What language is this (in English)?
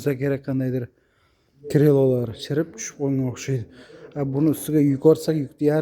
Uzbek